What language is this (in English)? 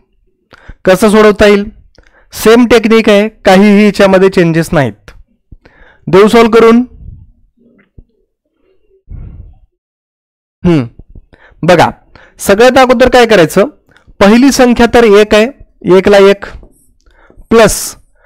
Marathi